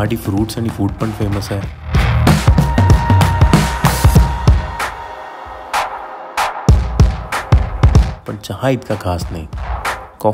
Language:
Marathi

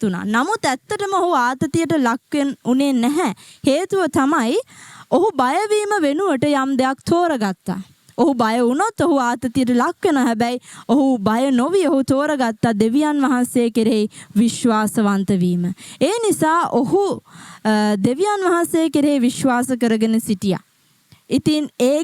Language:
Sinhala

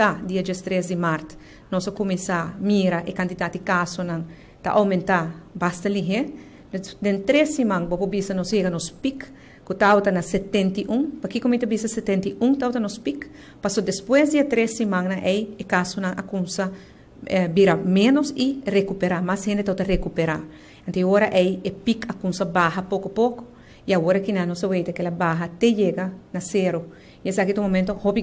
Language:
Papiamento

